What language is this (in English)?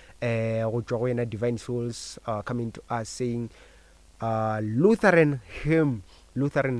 Northern Sotho